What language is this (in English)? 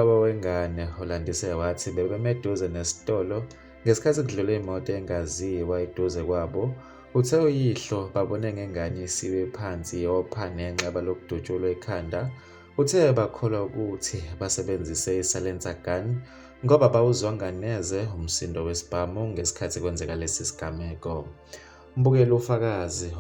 Zulu